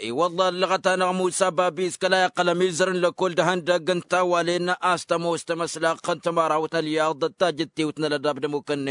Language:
Tamasheq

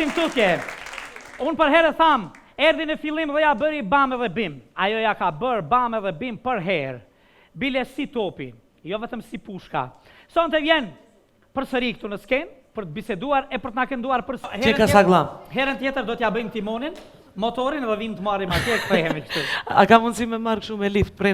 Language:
Albanian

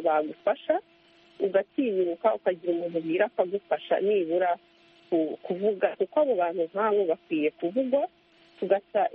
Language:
Kinyarwanda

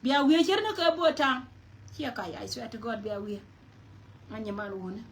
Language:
Nuer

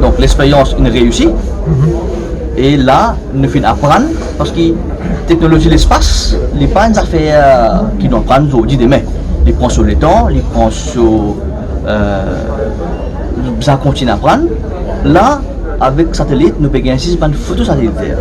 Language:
Morisyen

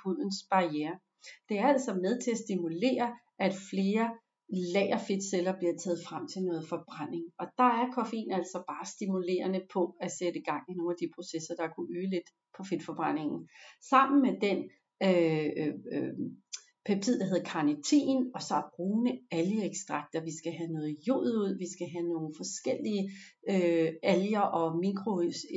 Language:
Danish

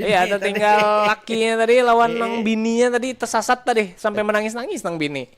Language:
Banjar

